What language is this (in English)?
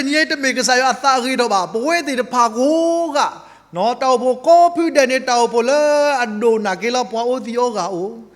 S'gaw Karen